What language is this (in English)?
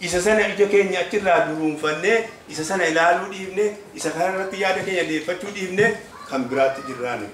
Oromo